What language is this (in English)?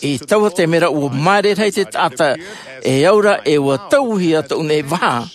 Tahitian